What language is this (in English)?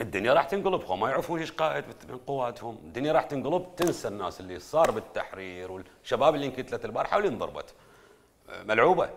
Mesopotamian Arabic